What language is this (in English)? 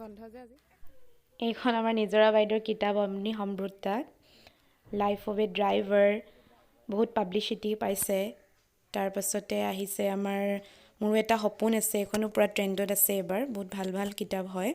Assamese